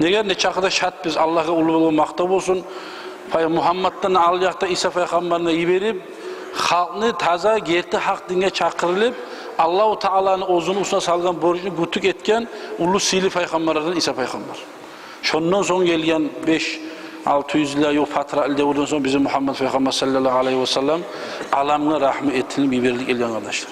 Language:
Kumyk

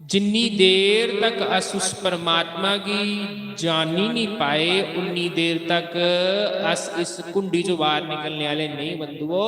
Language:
Dogri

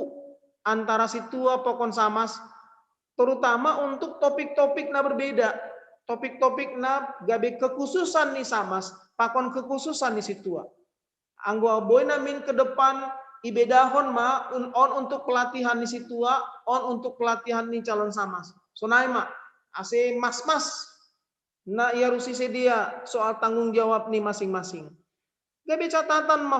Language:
Batak Simalungun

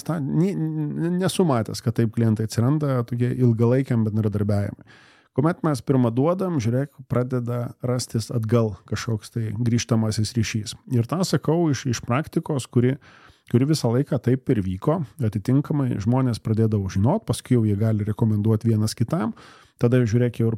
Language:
Lithuanian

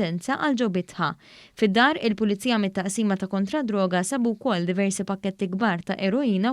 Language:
Maltese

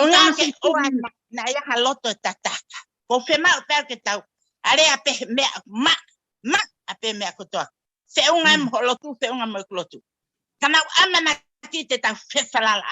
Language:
Tongan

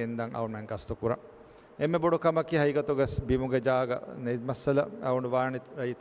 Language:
Divehi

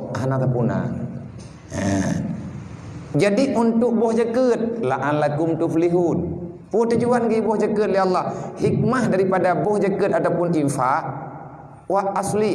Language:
Achinese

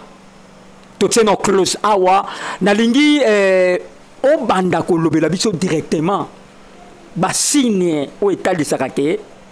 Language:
Lingala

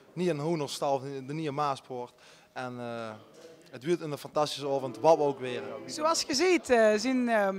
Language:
Limburgish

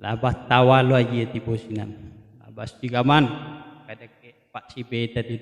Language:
Minangkabau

